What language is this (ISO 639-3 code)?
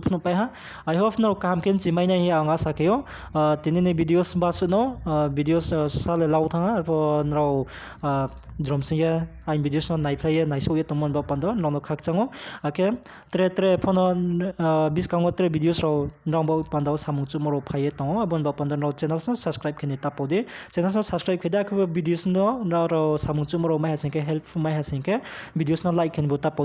ria